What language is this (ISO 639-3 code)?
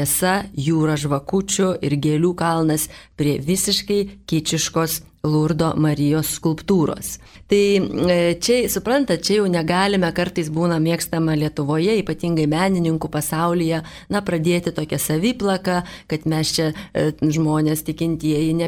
lit